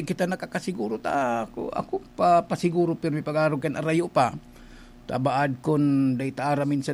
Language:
Bikol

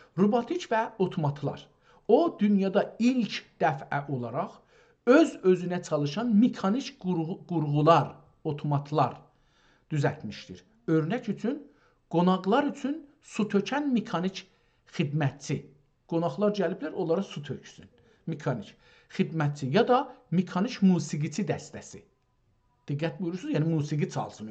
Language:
South Azerbaijani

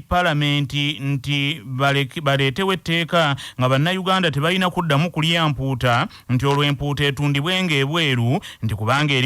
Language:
Ganda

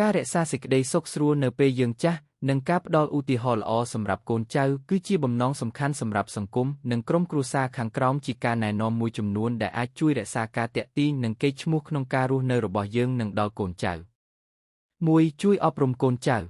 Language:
Khmer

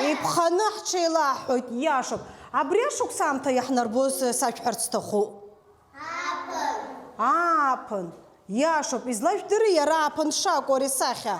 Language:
Abkhazian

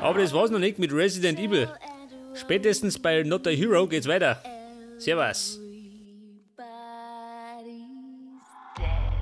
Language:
Bavarian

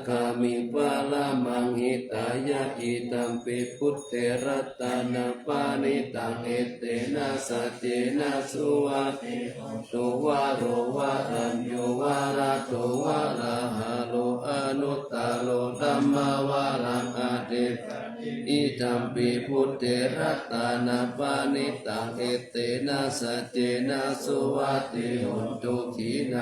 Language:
Pali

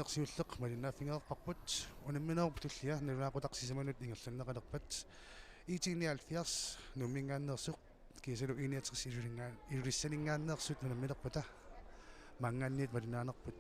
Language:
Kalaallisut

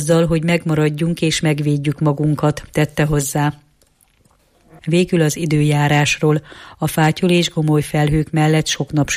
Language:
Hungarian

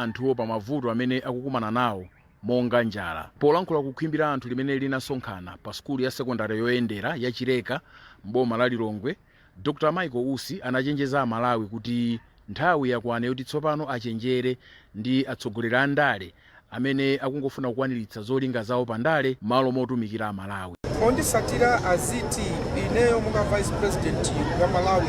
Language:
Nyanja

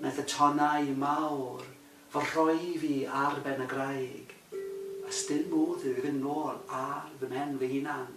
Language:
Welsh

